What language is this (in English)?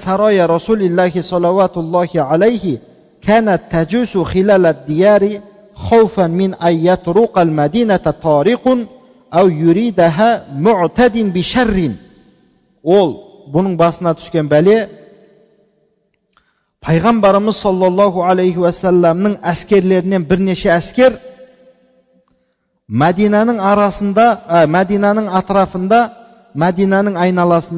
Kazakh